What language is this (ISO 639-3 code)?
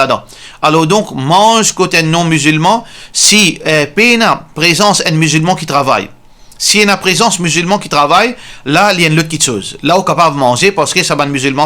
mfe